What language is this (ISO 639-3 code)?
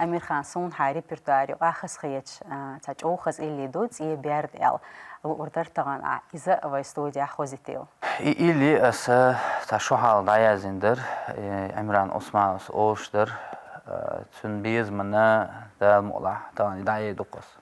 che